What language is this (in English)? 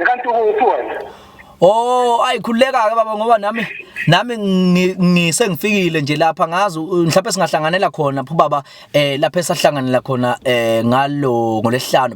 Zulu